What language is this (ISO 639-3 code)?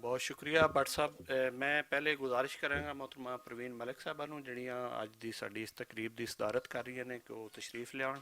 lah